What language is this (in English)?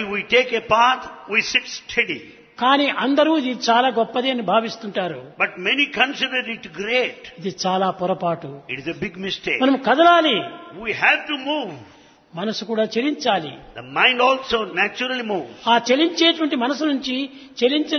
Telugu